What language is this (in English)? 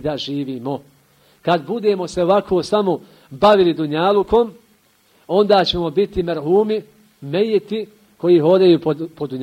Bosnian